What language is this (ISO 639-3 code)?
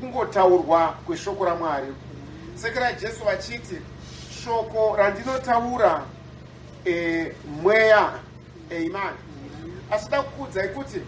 sna